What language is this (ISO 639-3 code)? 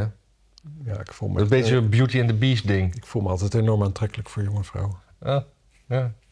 nld